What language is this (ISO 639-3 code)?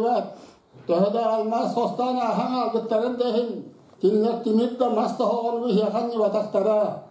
sah